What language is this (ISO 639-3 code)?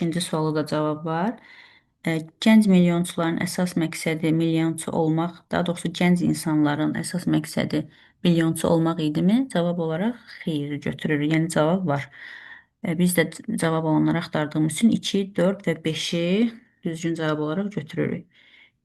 aze